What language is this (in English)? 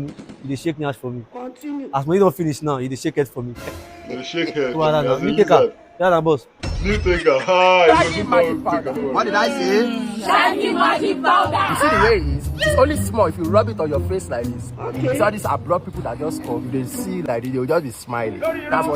Nigerian Pidgin